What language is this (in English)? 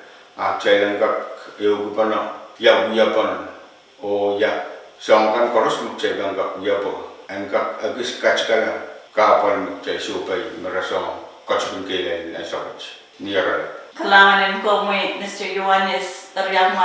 Pohnpeian